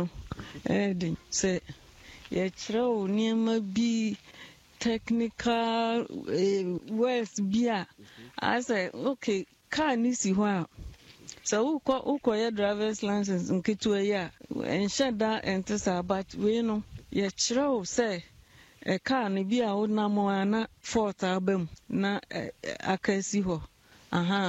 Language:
Akan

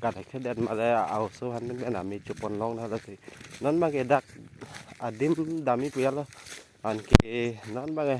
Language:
Karbi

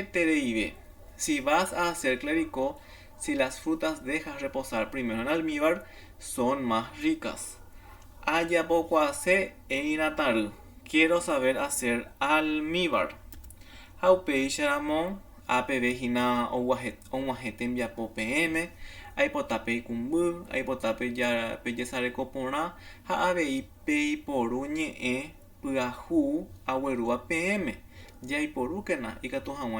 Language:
Guarani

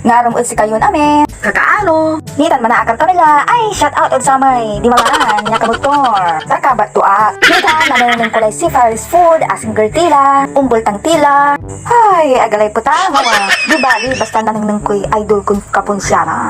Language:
Pangasinan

